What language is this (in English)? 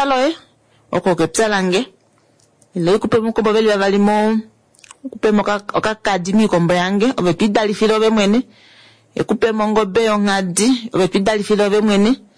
Kuanyama